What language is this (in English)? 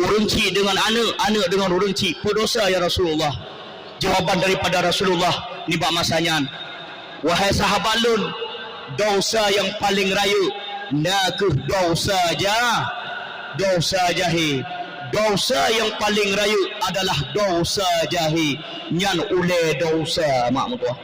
Achinese